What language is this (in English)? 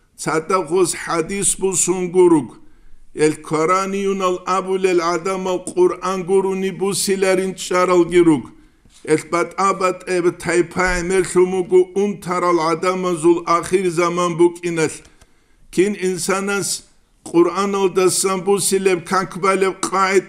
Avaric